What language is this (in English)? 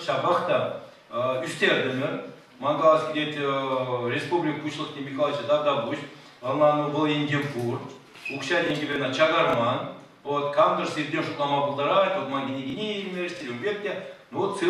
Chuvash